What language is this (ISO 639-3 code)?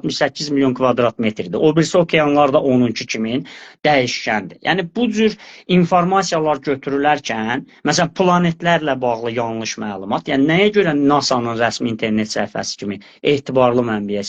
aze